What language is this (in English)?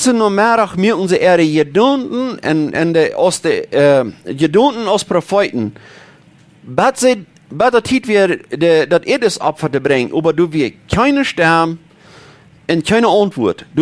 Plautdietsch